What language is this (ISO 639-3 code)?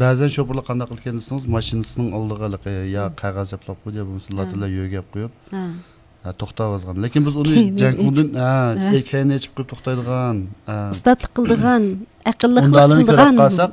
uig